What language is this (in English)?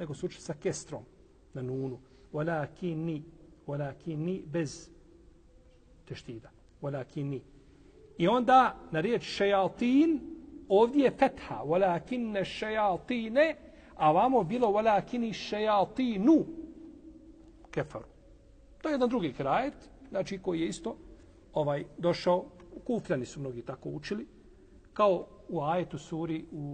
Bosnian